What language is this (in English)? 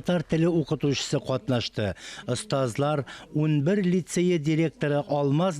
Tatar